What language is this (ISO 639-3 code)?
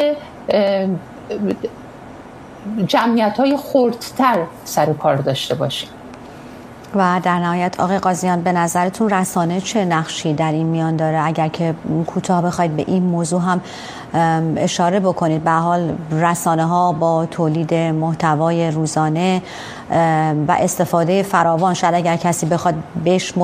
fas